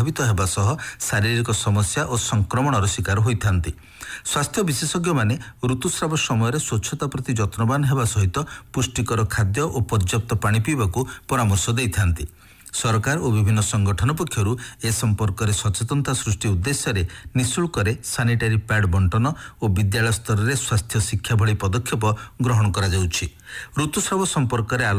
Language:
Odia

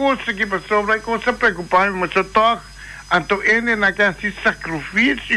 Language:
Papiamento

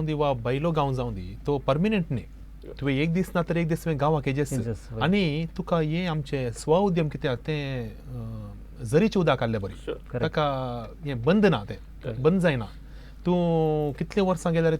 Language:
Konkani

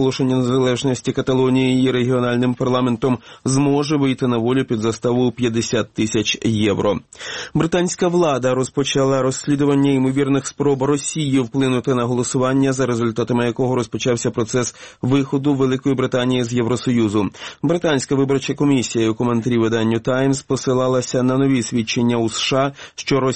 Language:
Ukrainian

